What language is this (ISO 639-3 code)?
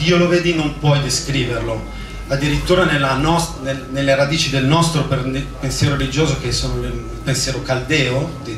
ita